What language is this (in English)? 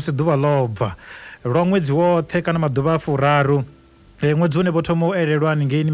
Venda